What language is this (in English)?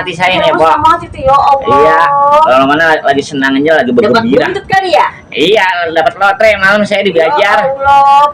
Betawi